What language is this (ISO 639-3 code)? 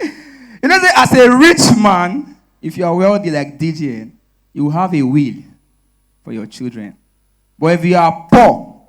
pcm